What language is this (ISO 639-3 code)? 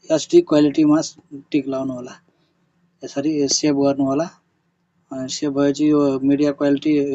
nep